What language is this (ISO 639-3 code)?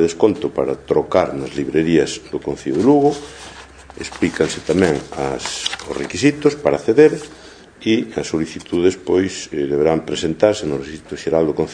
glg